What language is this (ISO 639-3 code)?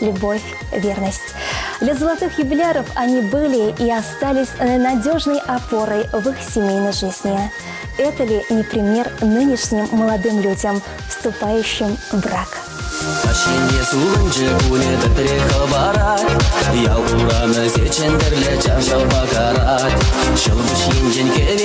chv